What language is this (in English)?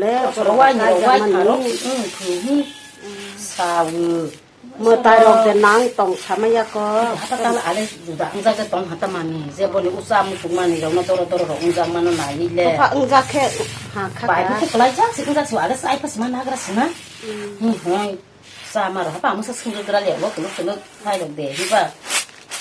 Kok Borok